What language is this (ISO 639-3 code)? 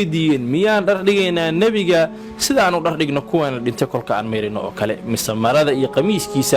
som